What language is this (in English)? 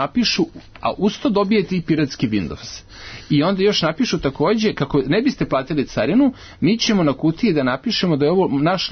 Serbian